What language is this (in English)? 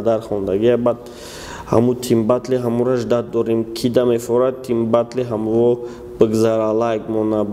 Tajik